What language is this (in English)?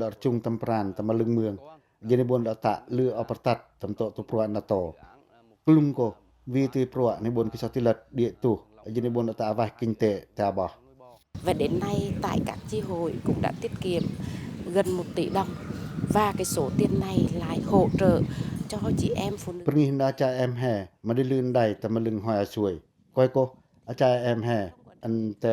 Pacoh